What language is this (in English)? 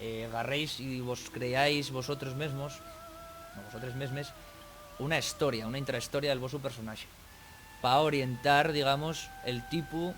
Asturian